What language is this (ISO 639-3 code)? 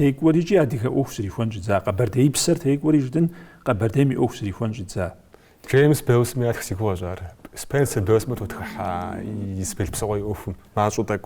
kbd